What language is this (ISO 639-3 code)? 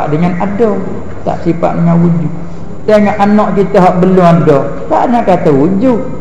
msa